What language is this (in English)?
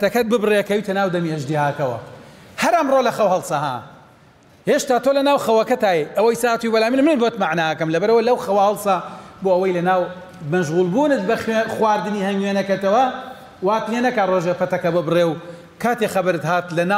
Central Kurdish